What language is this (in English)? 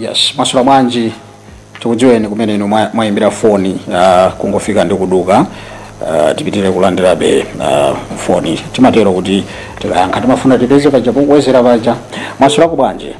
Nyanja